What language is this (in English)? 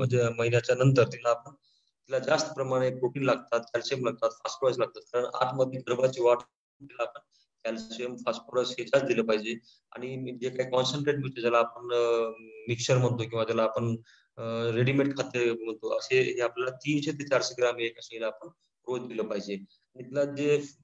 Marathi